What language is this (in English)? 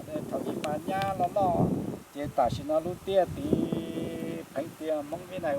Hmong